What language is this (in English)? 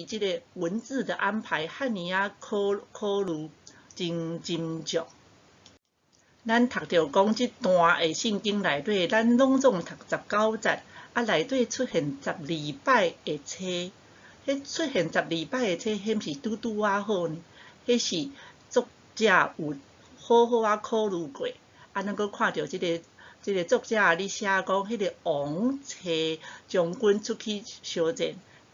Min Nan Chinese